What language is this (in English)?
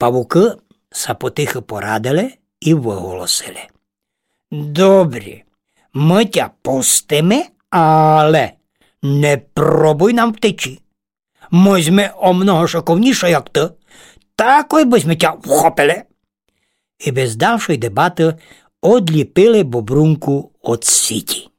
Rusyn